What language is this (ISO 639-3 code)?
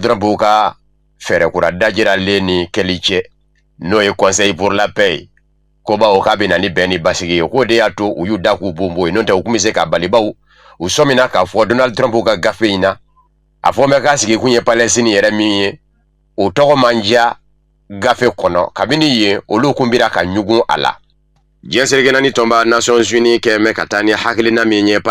bam